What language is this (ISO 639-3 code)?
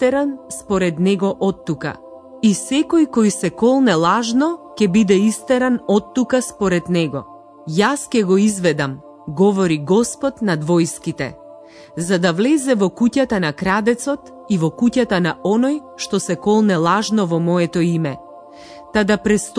mkd